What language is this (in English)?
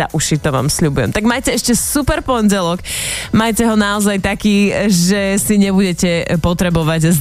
Slovak